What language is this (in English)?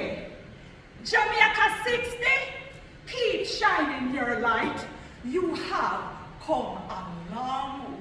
Jamaican Creole English